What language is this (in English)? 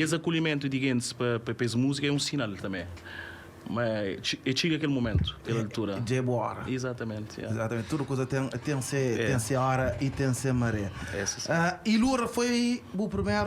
Kabuverdianu